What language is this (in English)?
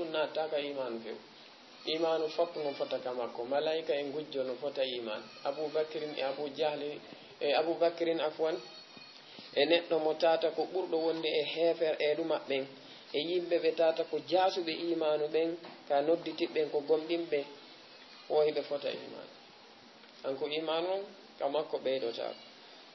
Fula